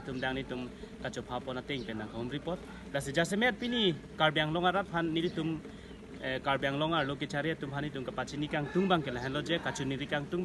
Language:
Karbi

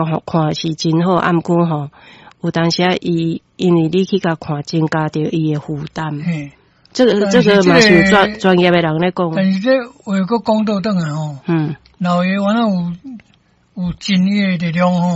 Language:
Min Nan Chinese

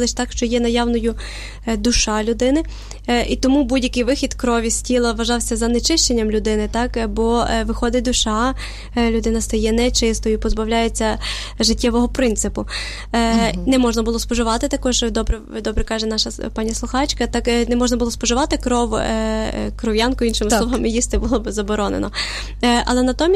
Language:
Ukrainian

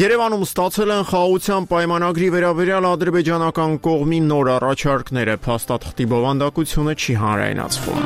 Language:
Armenian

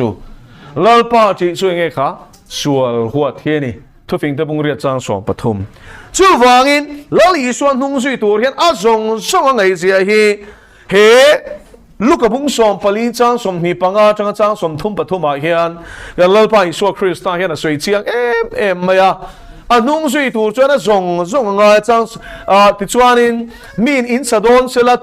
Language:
Mizo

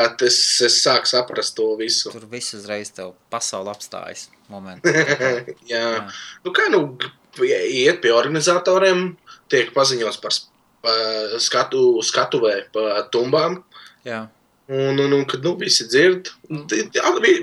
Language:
Latvian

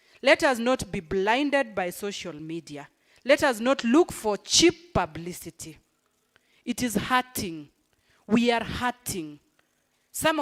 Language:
Gusii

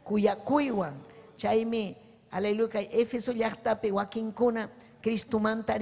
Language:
Ayacucho Quechua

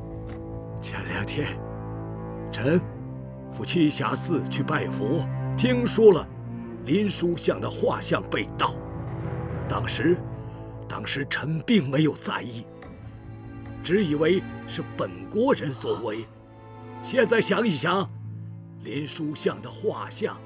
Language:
Chinese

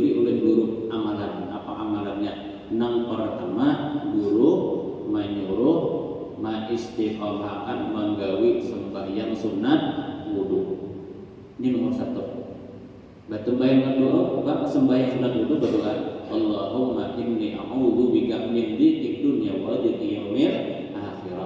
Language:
Banjar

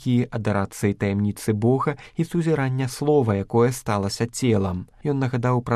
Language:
Belarusian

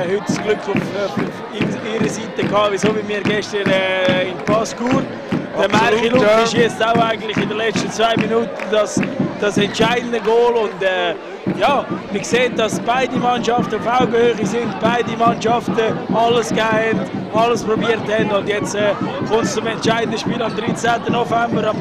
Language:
German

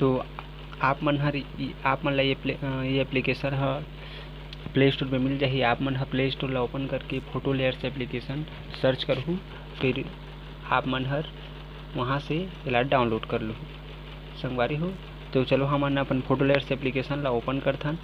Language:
Chhattisgarhi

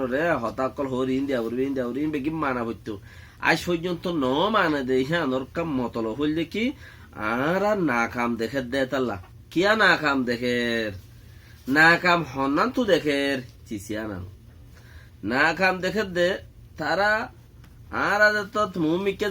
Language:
Rohingya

